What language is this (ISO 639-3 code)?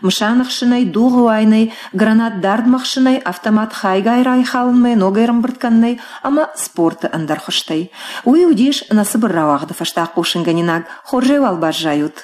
oss